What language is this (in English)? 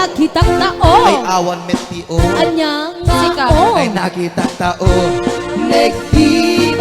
Iloko